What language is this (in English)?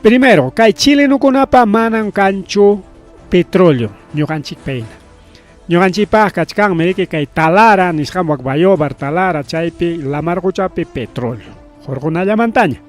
Ayacucho Quechua